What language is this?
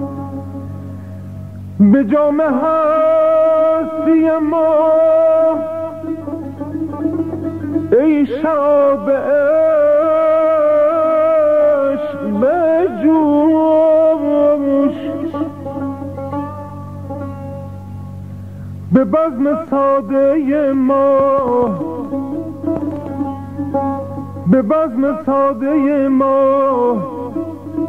Persian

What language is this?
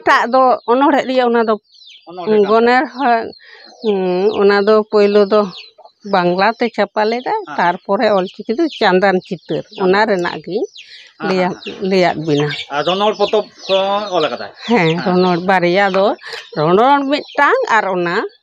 Santali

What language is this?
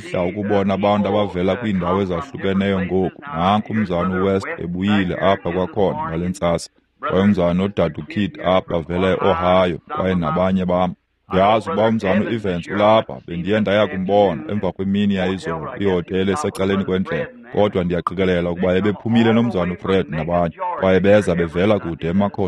Xhosa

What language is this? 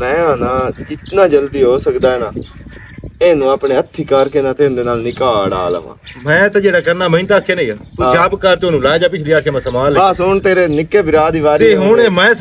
Western Panjabi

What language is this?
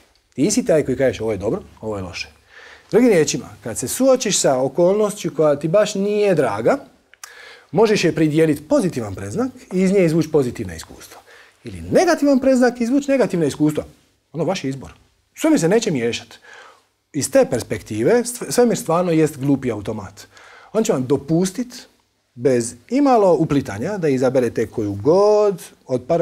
Croatian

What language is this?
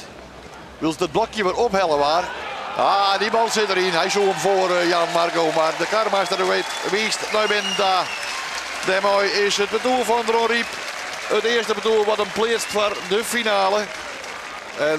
Western Frisian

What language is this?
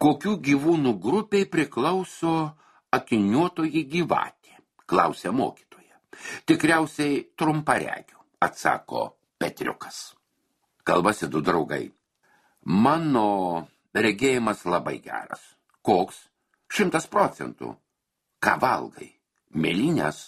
Lithuanian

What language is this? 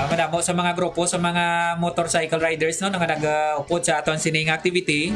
Hiligaynon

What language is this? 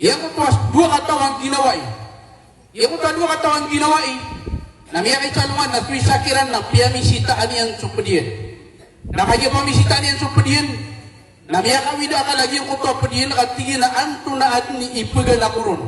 Maranao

